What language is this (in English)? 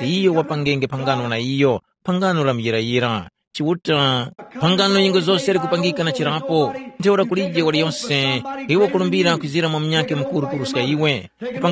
Tumbuka